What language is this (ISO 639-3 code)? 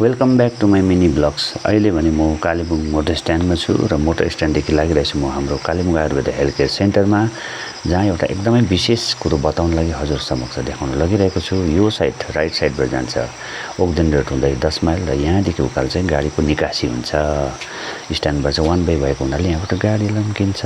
nep